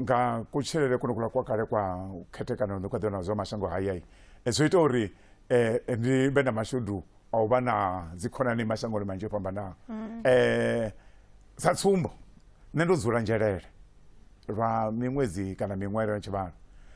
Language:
Venda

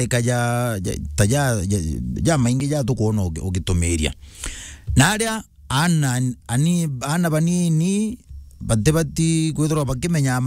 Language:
Meru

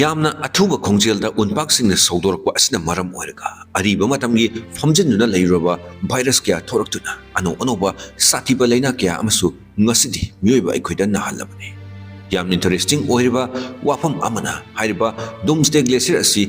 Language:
Manipuri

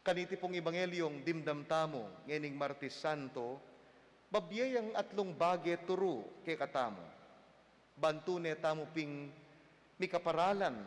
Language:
Pampanga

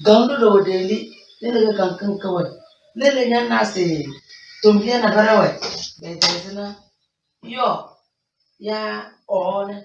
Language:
Tem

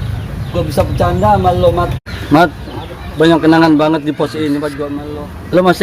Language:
Betawi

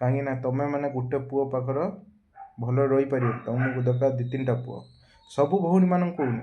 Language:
Odia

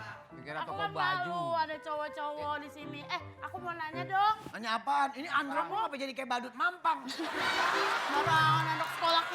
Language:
Betawi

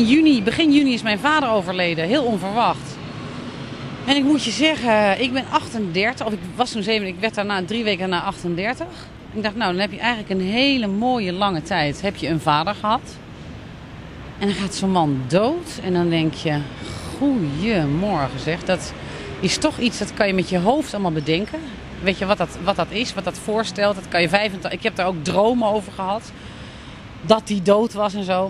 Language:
Dutch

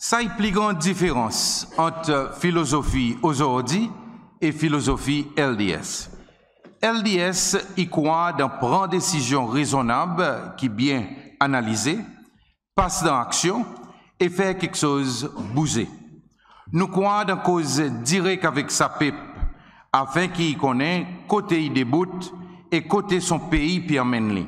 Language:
Seselwa Creole French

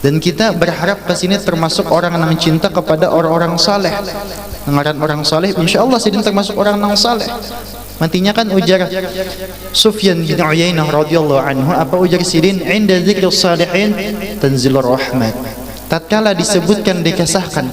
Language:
Banjar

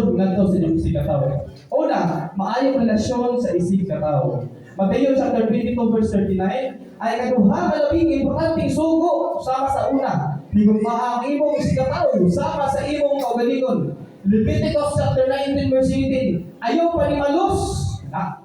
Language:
Cebuano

